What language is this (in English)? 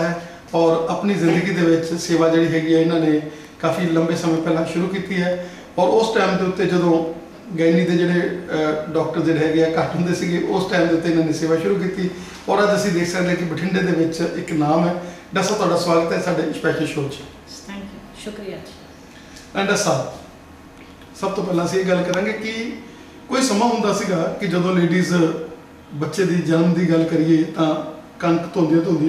Punjabi